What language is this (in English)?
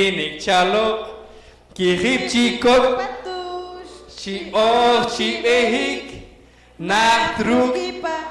Poqomchi'